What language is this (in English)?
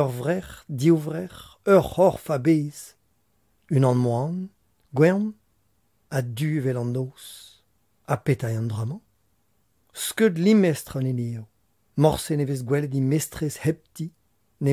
Breton